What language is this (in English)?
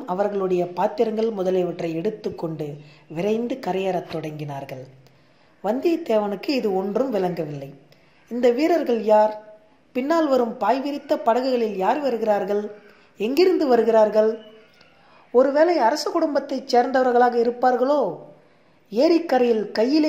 Tamil